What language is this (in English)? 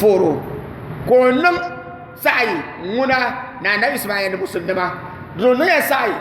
Dagbani